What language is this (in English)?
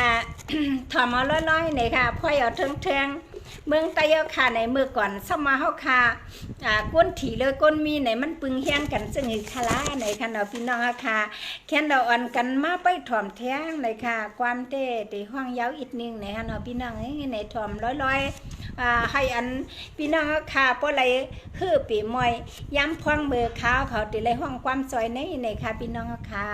Shan